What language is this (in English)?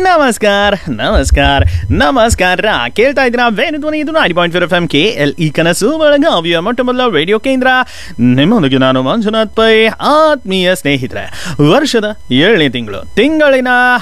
Kannada